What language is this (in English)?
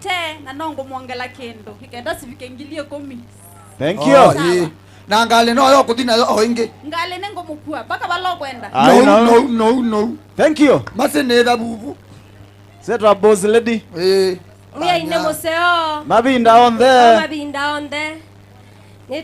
Kamba